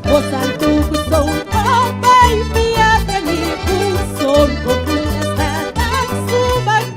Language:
South Bolivian Quechua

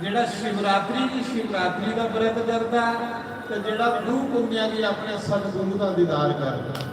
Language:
Dogri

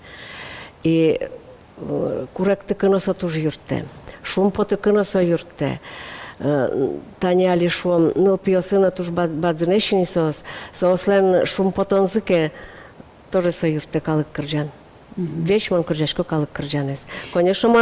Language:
Udmurt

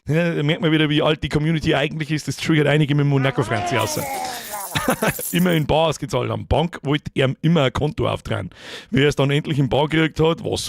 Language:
Bavarian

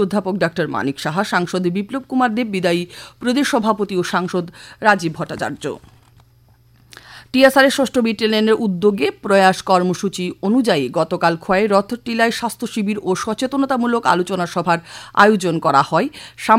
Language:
Bangla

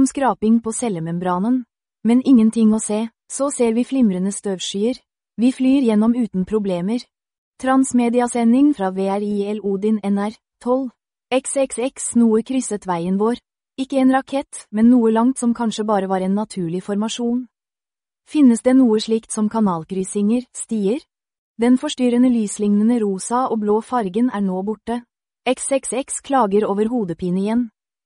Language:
Norwegian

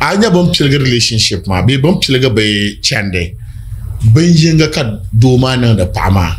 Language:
Dagbani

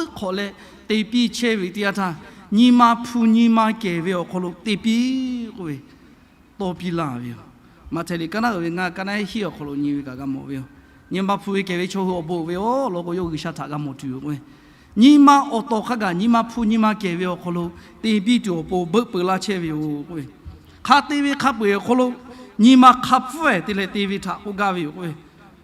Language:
Lahu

